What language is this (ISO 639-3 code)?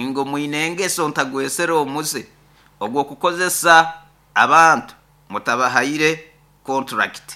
nyo